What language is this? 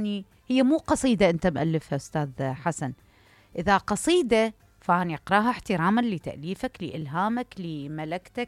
Mesopotamian Arabic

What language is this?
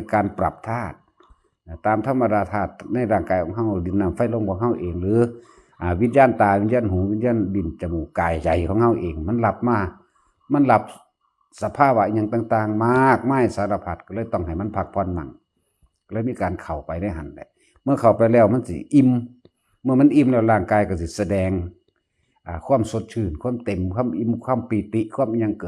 Northeastern Thai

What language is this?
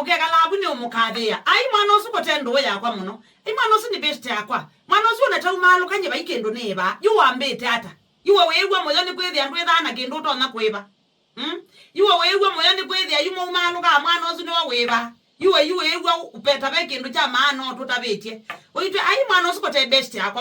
Kamba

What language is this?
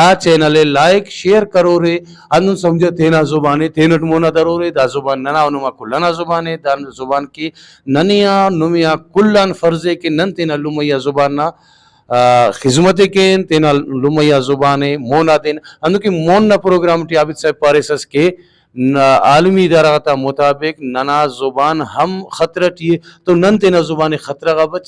Brahui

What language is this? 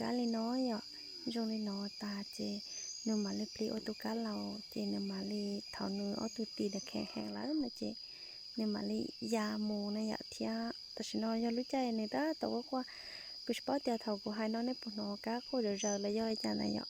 Hmong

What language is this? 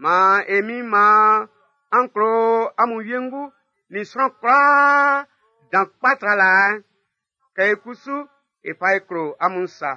Baoulé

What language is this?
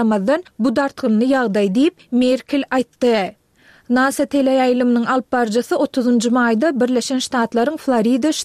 Turkmen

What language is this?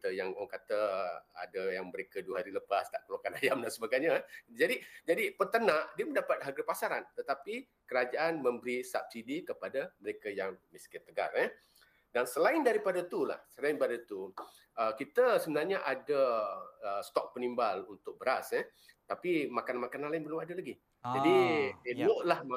Malay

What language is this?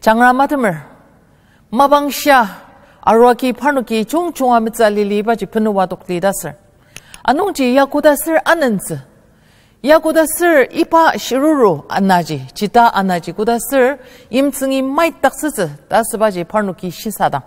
Ao Naga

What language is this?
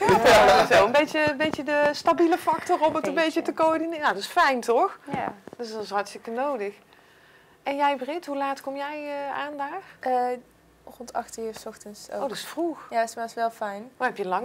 Dutch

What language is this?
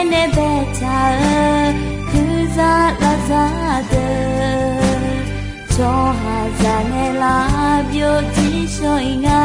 Akha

